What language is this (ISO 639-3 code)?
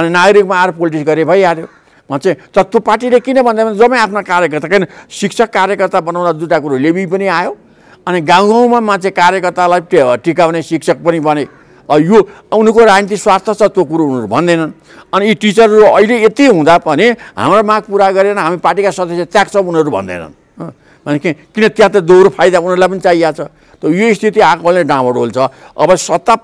nep